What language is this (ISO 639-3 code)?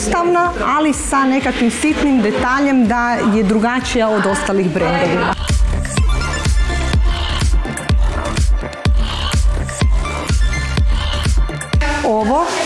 hrv